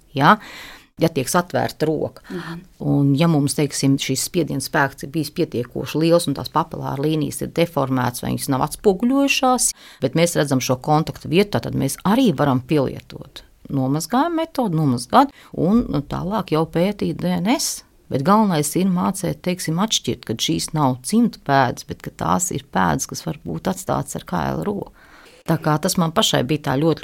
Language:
Latvian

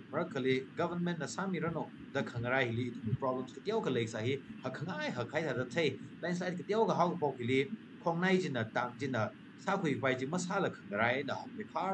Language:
Tangkhul Naga (India)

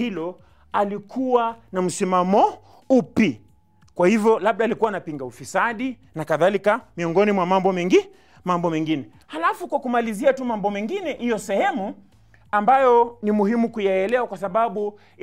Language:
Swahili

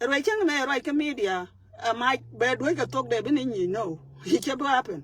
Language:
Nuer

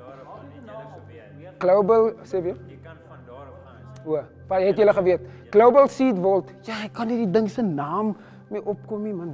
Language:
Afrikaans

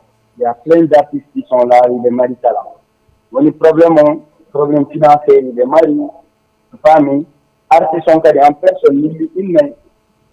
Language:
Fula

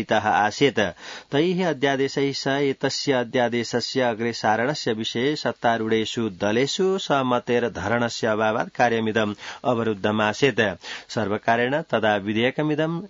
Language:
Sanskrit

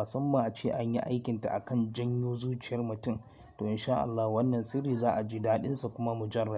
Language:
Hausa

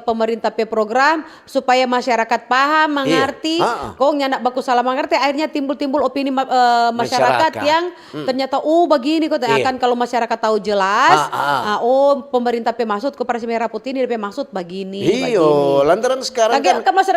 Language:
Manado Malay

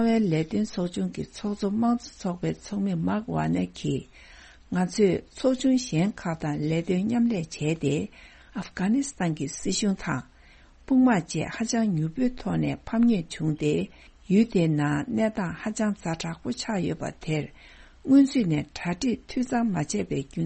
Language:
Tibetan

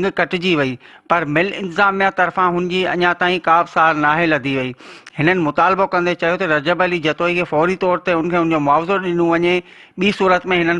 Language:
Sindhi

